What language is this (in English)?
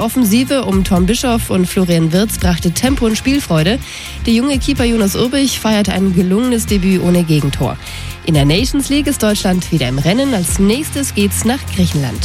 German